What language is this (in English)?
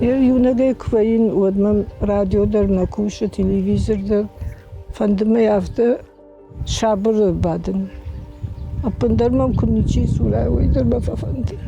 Ossetic